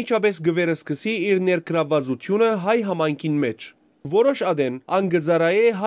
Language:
Western Armenian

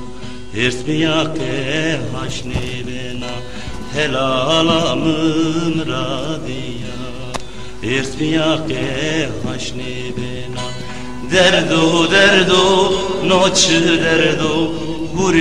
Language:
Zaza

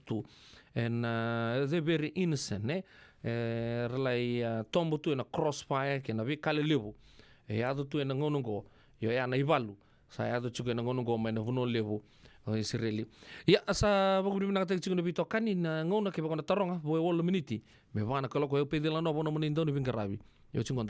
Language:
Fijian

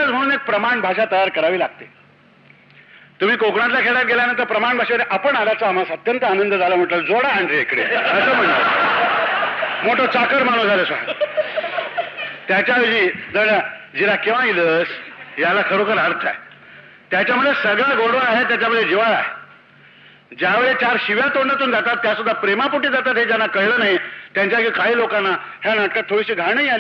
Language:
Marathi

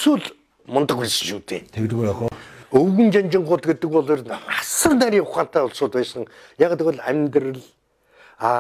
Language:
Mongolian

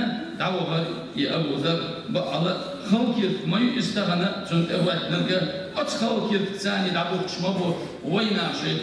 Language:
Chechen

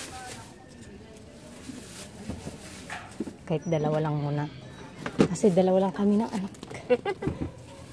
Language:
Filipino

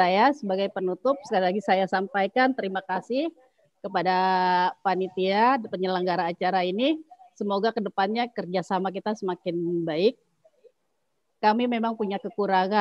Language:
Indonesian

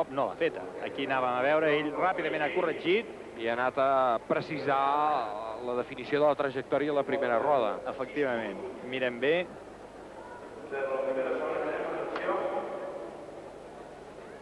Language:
Catalan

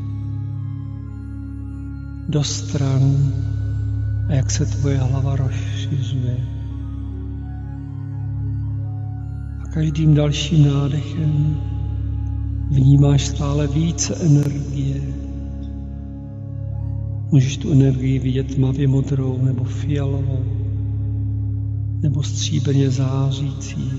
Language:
Czech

